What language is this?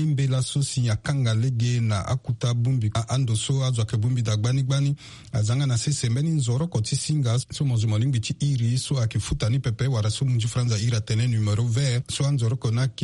Sango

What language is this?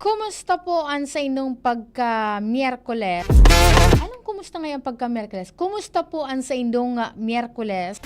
Bikol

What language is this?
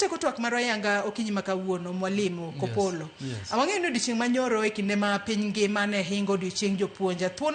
Luo (Kenya and Tanzania)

